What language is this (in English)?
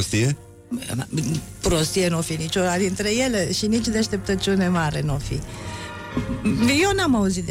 Romanian